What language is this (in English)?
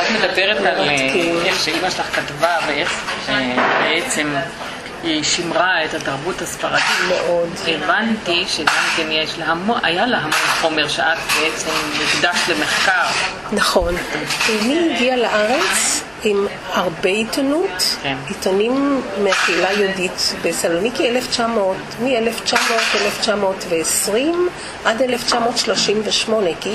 Hebrew